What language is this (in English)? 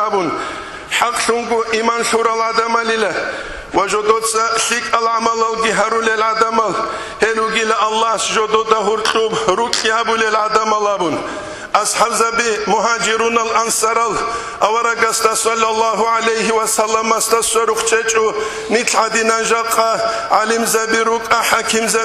Avaric